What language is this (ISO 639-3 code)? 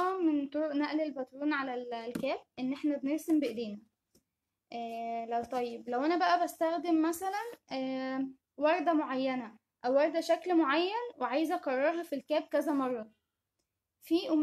arz